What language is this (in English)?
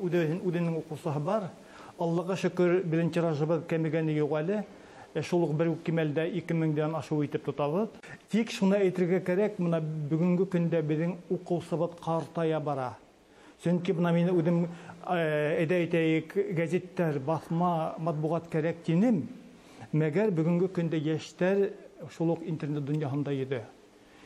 Bashkir